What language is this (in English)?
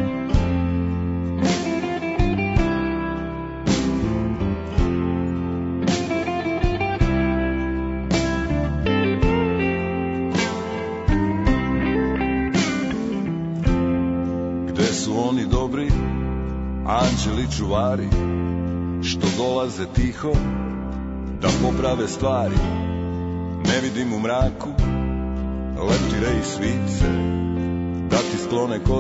Serbian